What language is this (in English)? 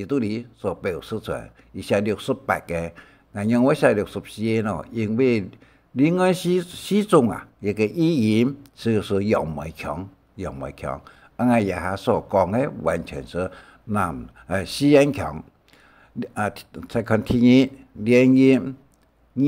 Hakka Chinese